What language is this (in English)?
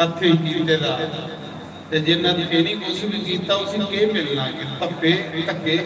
Dogri